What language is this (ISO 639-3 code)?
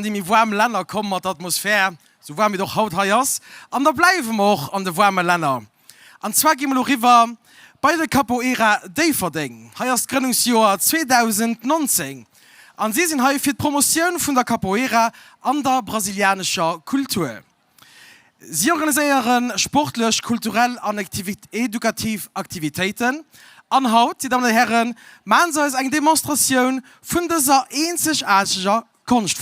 ltz